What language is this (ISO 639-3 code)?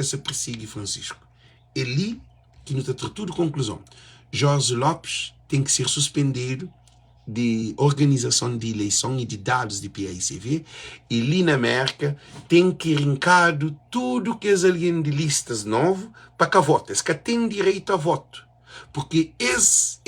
kea